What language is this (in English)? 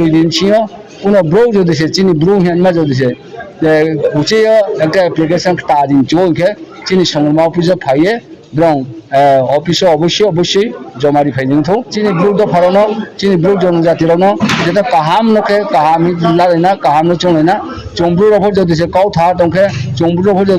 Riang (India)